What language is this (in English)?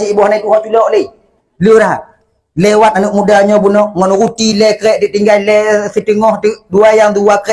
Achinese